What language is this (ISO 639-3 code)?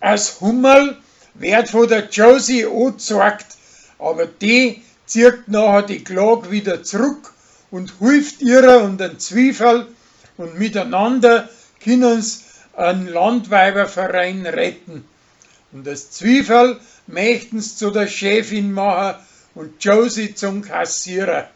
bar